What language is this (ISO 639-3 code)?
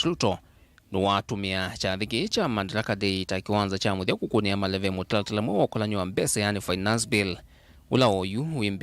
kam